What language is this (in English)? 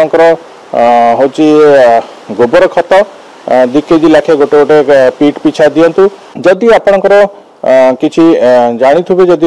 Odia